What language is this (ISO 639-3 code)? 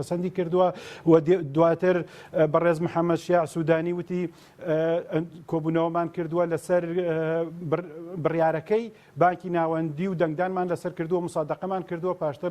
ckb